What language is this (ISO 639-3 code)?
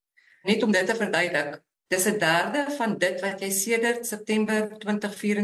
afr